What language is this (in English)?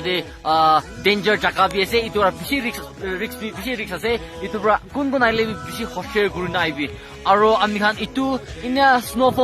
Naga Pidgin